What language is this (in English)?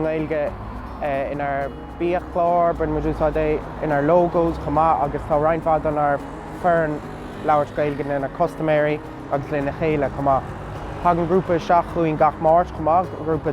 Irish